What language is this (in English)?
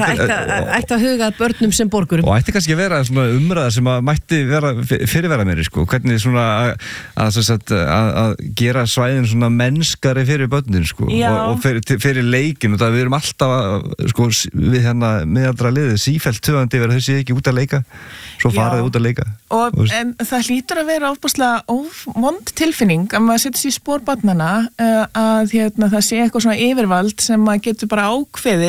Icelandic